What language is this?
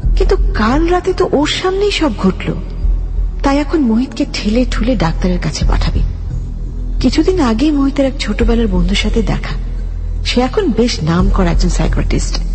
Bangla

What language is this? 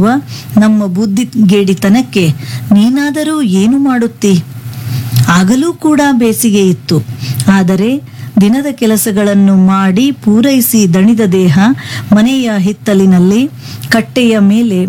Kannada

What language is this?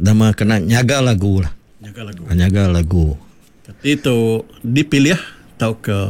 Iban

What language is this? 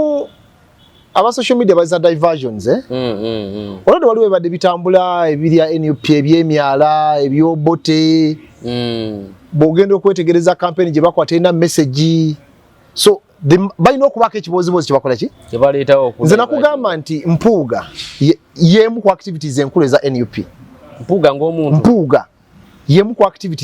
Ganda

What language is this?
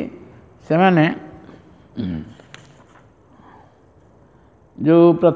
Odia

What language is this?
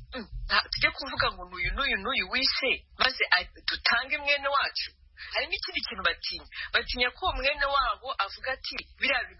Kinyarwanda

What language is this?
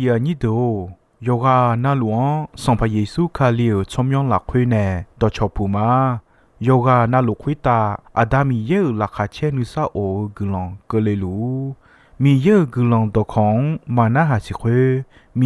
Akha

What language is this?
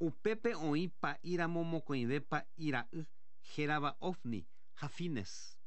Guarani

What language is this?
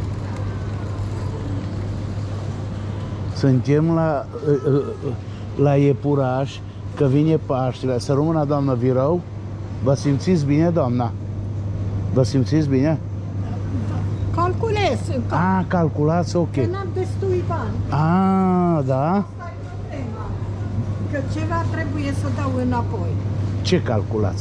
Romanian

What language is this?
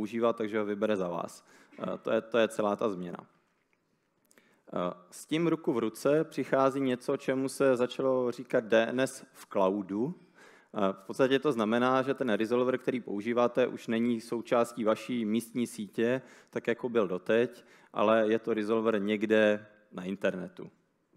Czech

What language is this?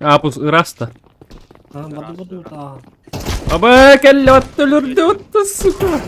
Yakut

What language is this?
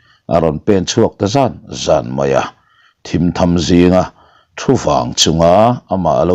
Mizo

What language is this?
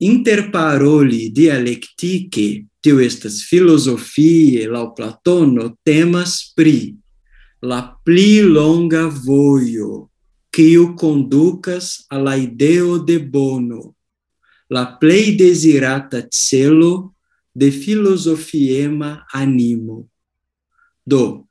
Esperanto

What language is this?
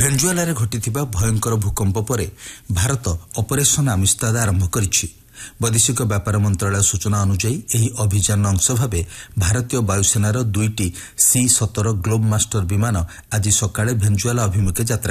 Odia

